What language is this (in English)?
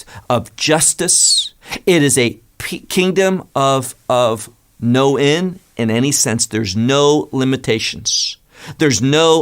English